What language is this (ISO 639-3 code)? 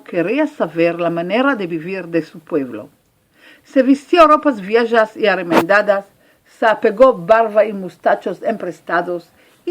lad